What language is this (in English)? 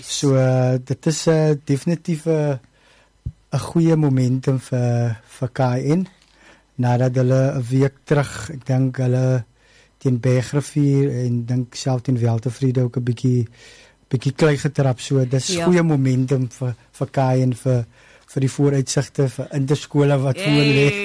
Afrikaans